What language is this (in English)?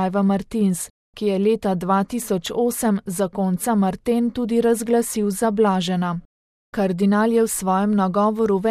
Slovenian